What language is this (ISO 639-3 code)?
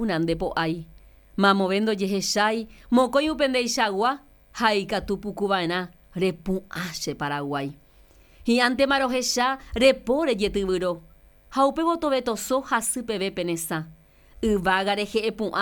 grn